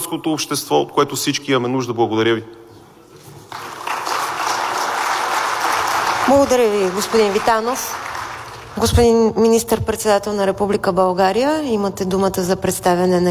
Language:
Bulgarian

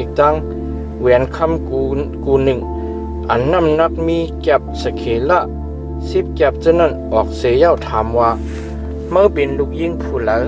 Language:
Shan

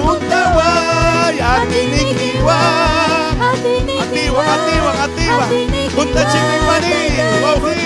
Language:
Ayacucho Quechua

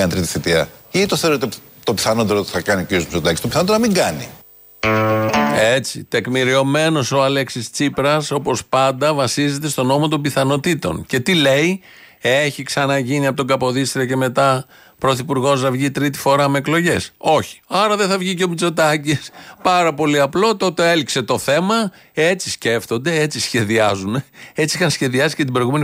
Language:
Greek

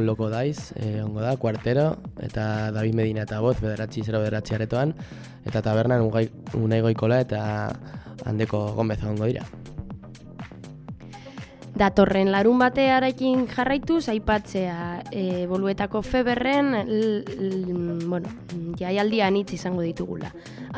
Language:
Basque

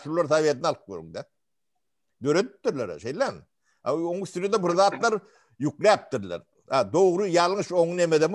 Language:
Turkmen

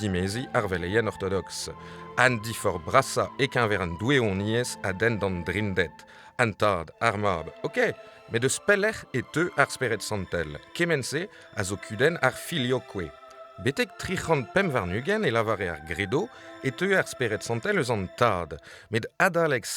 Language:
Breton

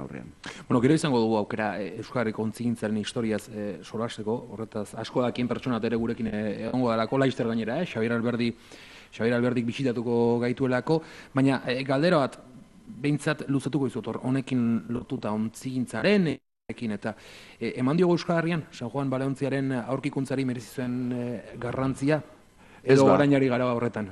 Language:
Basque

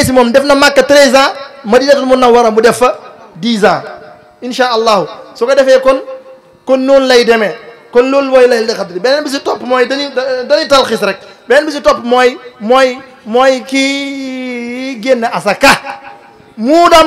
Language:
Wolof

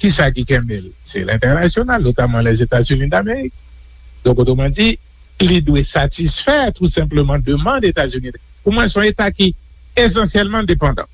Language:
Haitian Creole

